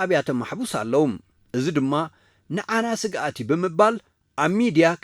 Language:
Tigrinya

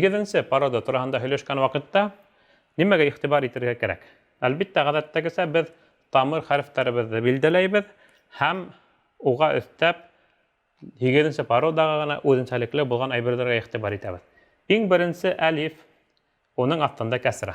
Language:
Bashkir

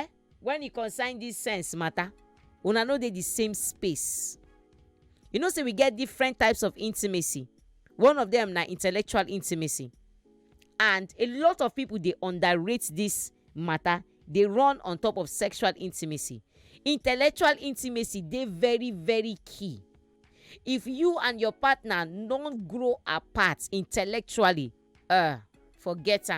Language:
Nigerian Pidgin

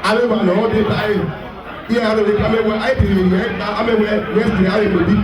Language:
Bini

